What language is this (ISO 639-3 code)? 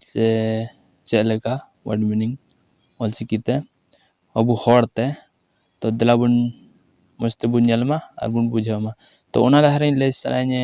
sat